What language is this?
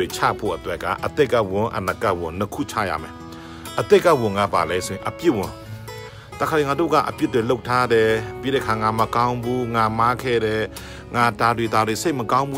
Burmese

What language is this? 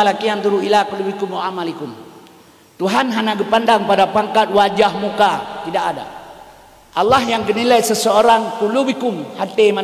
Achinese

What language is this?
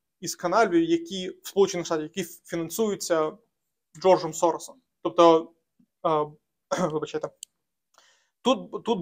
Ukrainian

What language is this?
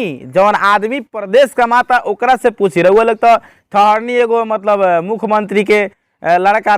Bhojpuri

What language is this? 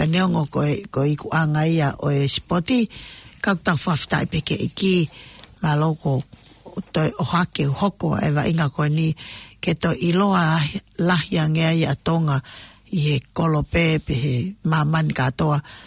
Tongan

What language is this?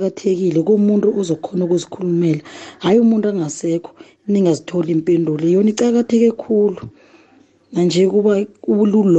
South Ndebele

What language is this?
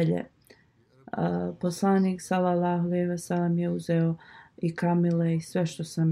Bosnian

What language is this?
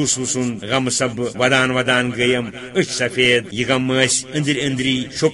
Kashmiri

